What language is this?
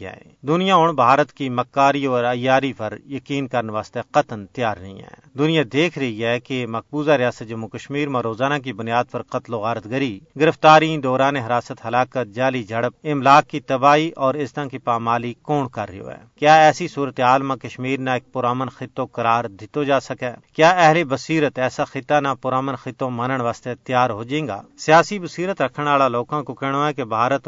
Gujari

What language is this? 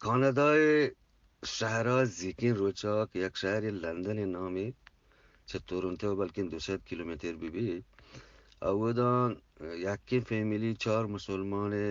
Eastern Balochi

